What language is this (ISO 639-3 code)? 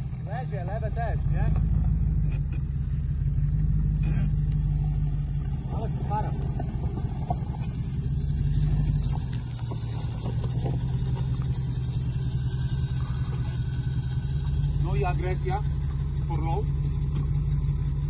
pol